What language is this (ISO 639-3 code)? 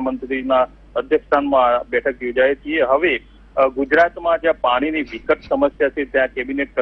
guj